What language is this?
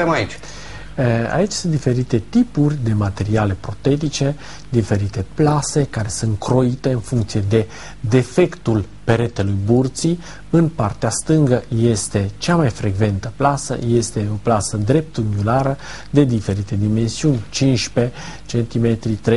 Romanian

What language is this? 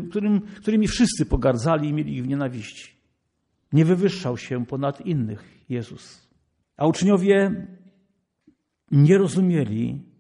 Polish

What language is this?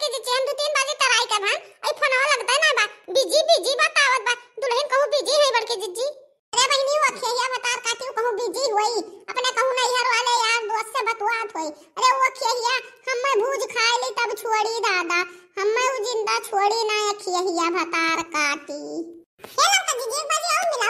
Awadhi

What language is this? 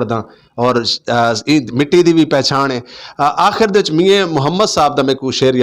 Western Panjabi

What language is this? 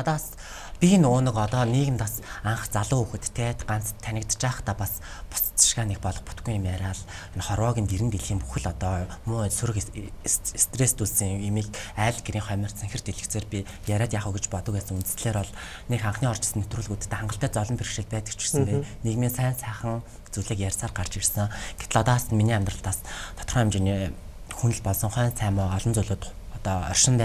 Mongolian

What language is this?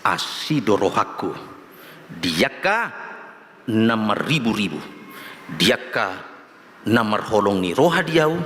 Batak Toba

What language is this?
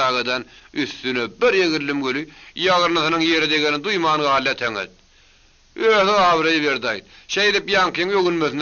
Turkmen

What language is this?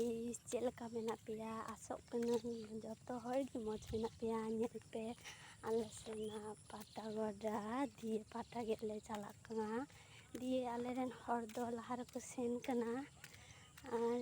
Santali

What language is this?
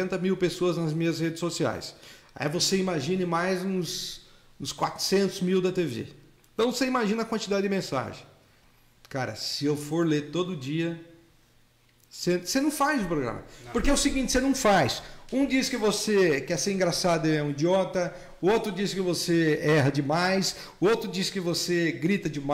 Portuguese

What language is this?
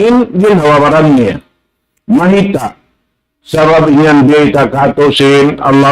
Tausug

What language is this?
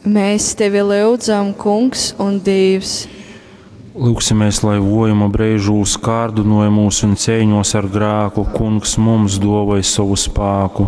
Latgalian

